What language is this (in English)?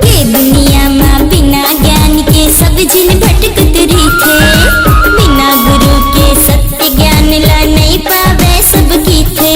Chhattisgarhi